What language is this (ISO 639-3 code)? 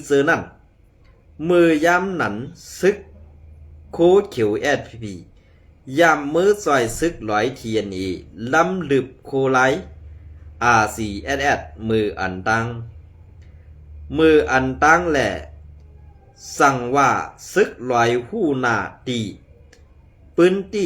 shn